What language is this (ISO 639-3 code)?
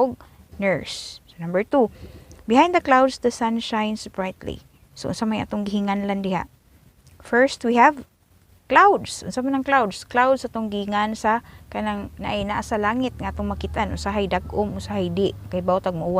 ceb